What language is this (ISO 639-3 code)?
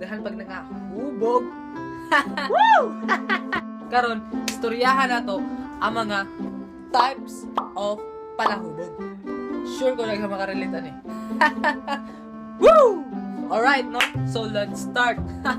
ceb